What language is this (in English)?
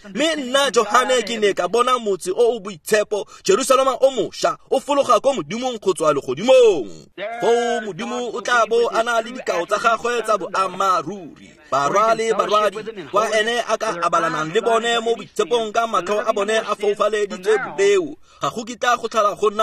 Tswana